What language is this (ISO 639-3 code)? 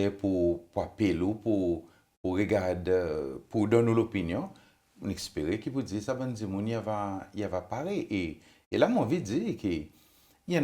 crs